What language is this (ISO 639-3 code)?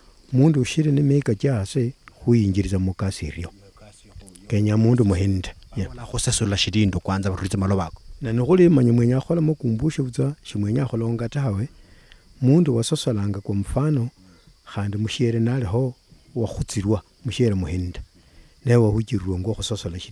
luy